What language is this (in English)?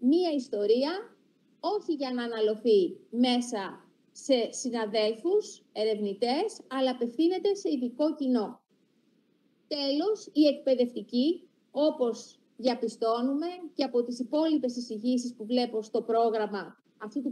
Greek